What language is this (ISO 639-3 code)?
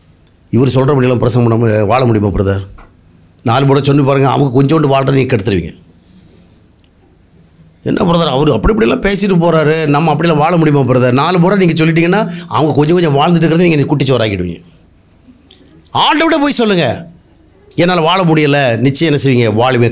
tam